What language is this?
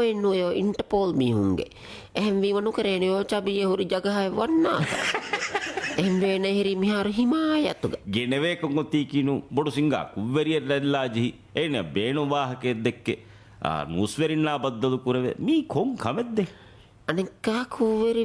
Divehi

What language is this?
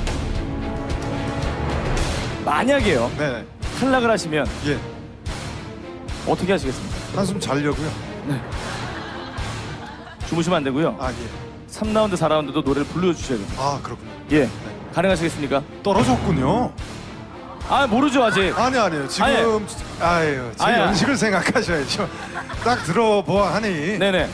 Korean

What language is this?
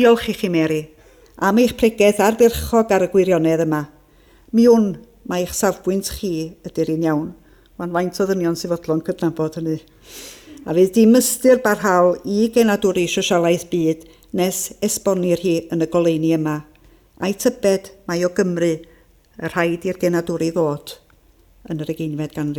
Welsh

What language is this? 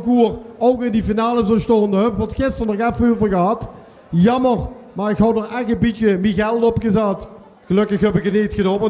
Limburgish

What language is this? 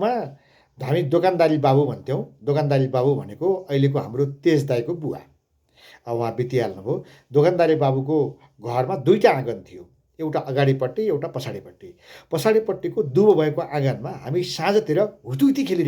Nepali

